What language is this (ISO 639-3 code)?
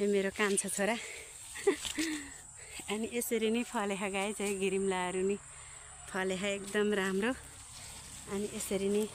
nep